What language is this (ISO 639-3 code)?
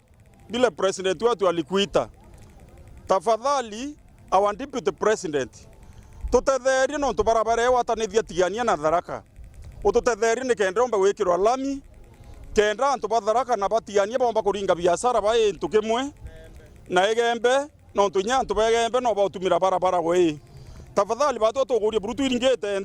mer